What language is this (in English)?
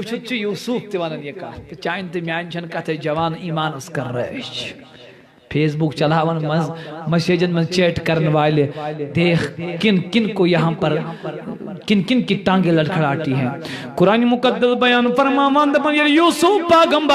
Kashmiri